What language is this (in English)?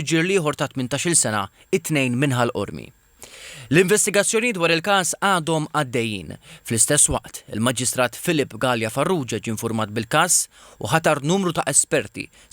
Maltese